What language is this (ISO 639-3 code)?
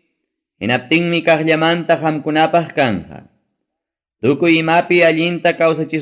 quy